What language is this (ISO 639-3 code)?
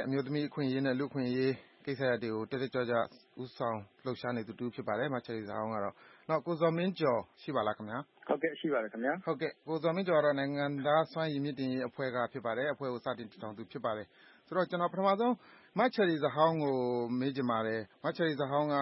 mya